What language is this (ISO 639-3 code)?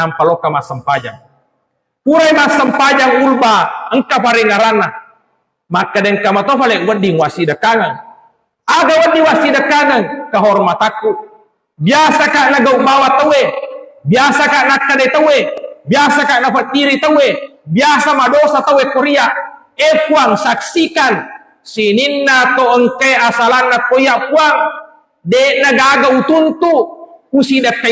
bug